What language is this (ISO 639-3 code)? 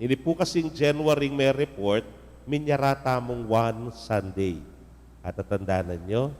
pam